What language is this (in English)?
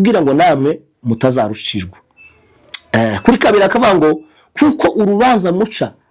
Kinyarwanda